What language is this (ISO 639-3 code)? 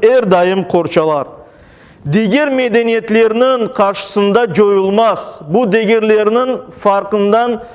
crh